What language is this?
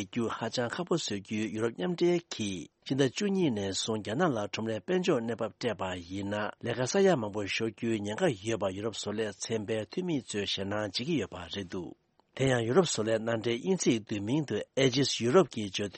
Tibetan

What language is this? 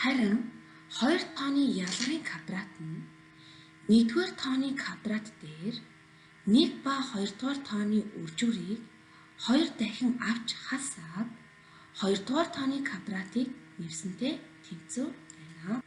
Mongolian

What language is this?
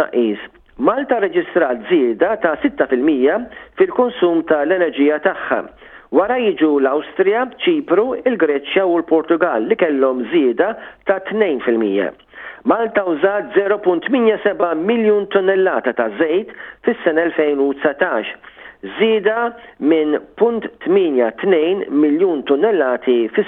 Maltese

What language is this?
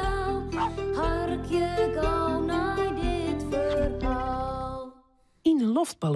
Western Frisian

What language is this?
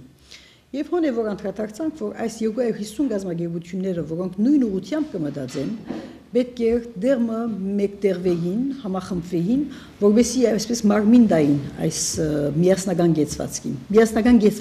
Armenian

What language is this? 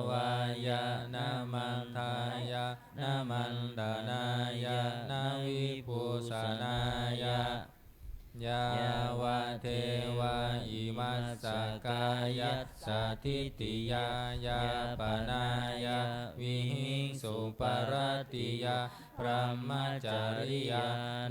Pali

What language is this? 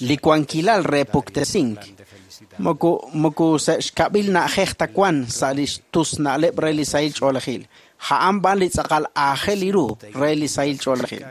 Kekchí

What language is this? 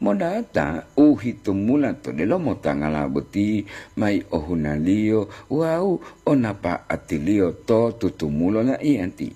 Gorontalo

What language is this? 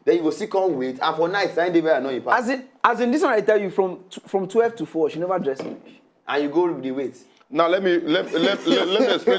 Nigerian Pidgin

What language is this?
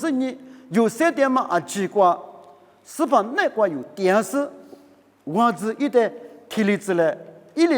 Lisu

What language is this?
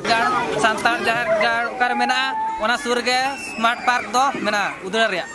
Santali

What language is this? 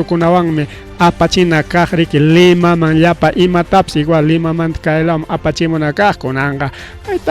Ayacucho Quechua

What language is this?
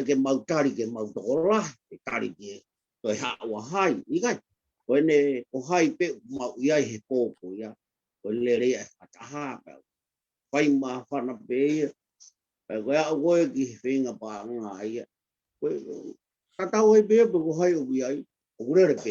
Tongan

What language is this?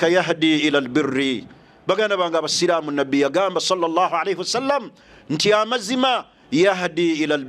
Ganda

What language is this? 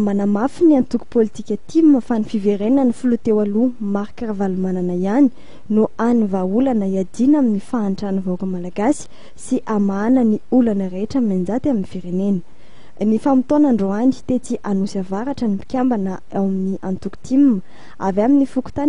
Malagasy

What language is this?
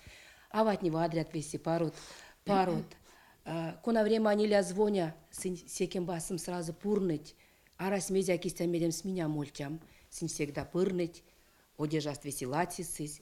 Erzya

